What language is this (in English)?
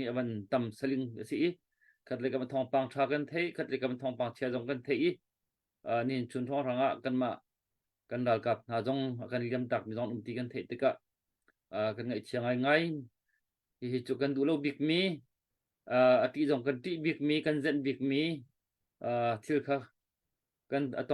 Hakha Chin